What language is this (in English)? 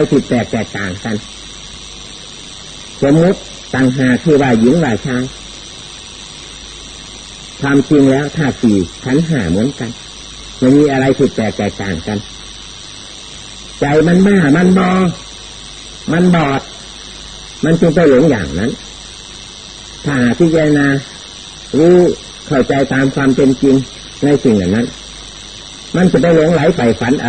Thai